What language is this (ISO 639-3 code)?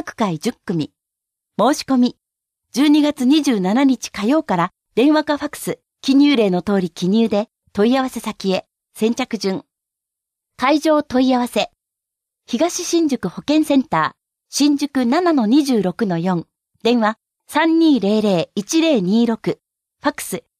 jpn